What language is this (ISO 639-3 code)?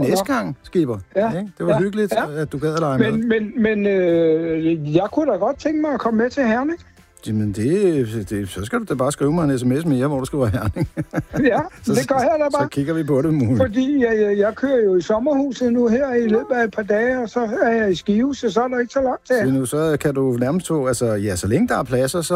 dan